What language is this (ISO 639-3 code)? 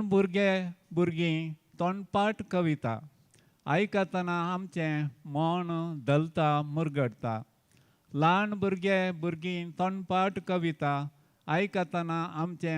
kok